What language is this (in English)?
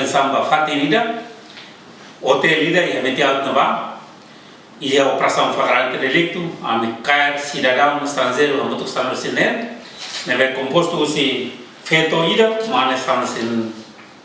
Tetum